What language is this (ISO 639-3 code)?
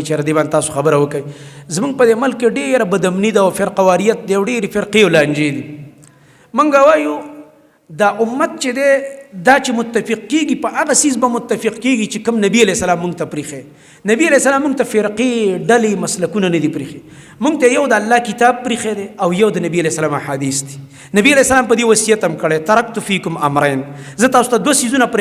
pus